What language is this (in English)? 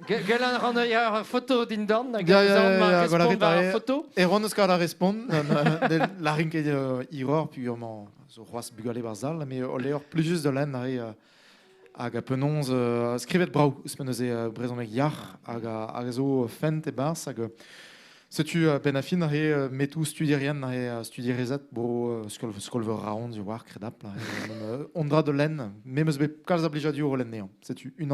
Breton